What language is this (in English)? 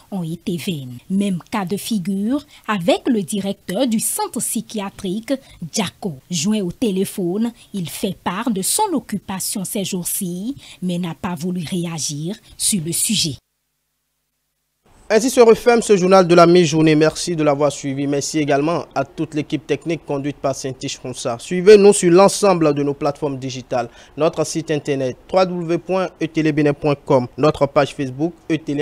French